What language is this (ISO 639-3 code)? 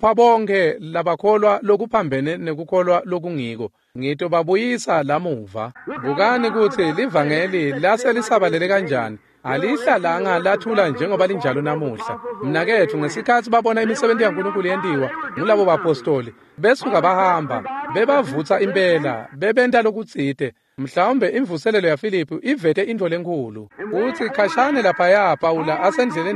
ssw